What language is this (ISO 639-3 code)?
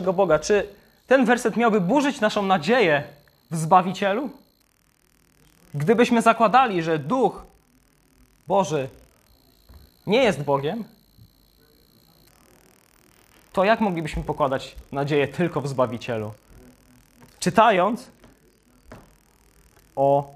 pol